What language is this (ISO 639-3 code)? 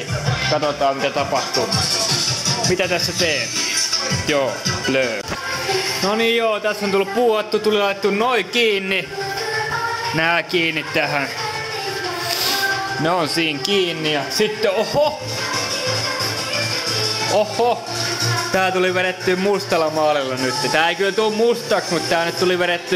fin